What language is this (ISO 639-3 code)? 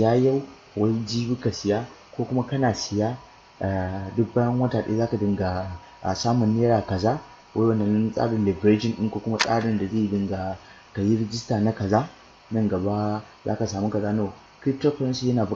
hau